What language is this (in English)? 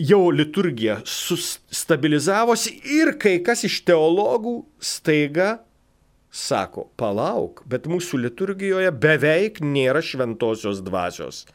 Lithuanian